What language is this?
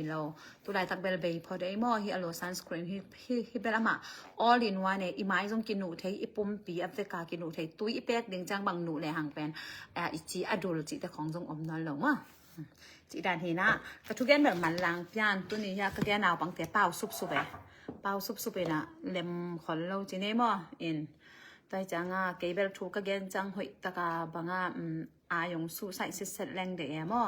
Tedim Chin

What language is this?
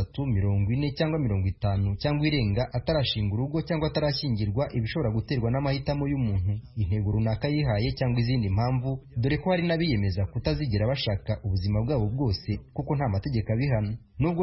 Kinyarwanda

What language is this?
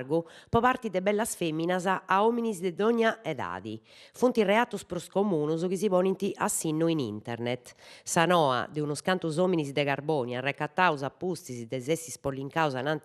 Sardinian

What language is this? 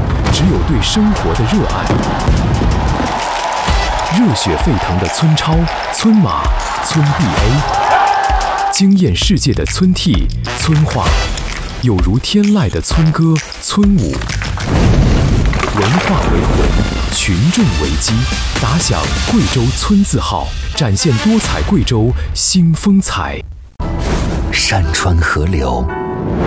Chinese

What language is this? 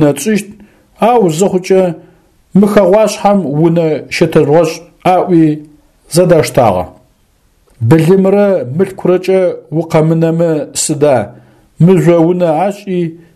Adyghe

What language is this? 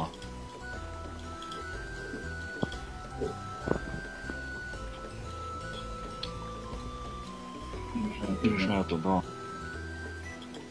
Chinese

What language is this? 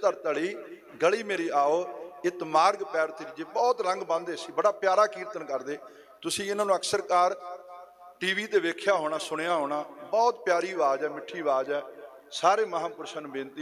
Punjabi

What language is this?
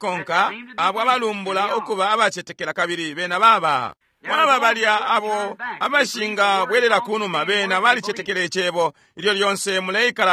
Bemba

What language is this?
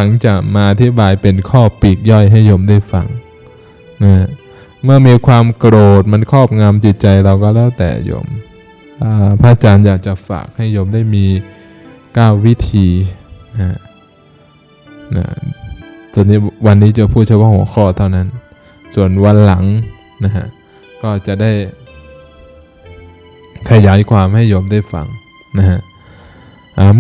Thai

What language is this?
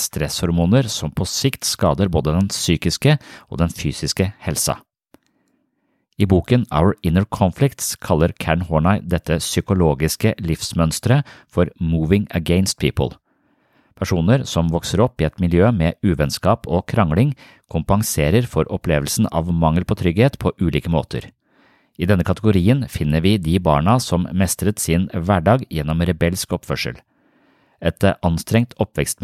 Norwegian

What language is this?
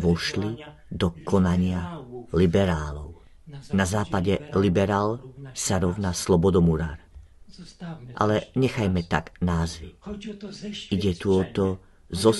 Slovak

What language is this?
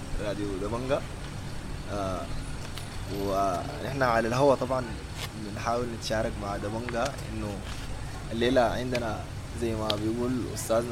Sudanese Arabic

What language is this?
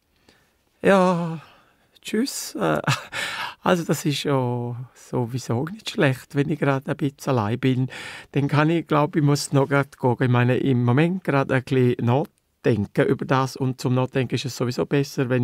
Swiss German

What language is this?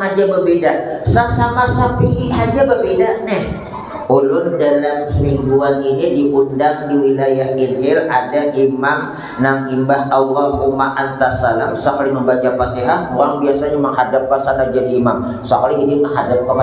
Banjar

